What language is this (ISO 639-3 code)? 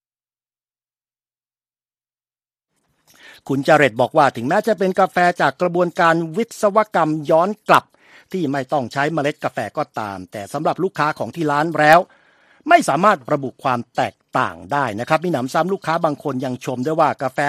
tha